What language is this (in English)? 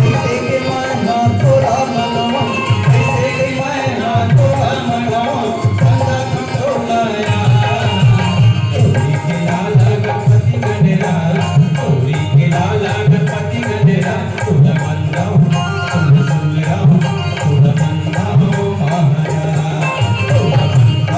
Chhattisgarhi